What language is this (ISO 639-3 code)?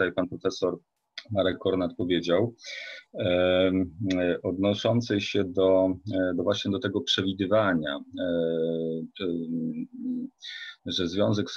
pol